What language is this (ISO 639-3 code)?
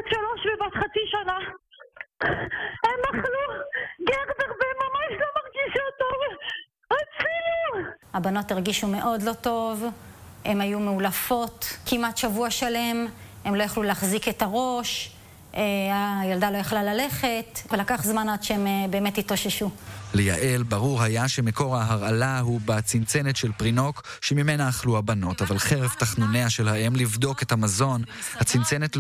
heb